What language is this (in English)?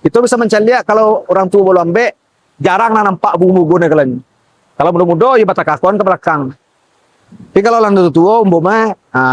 Minangkabau